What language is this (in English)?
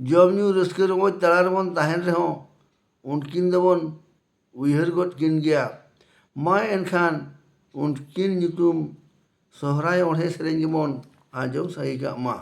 Santali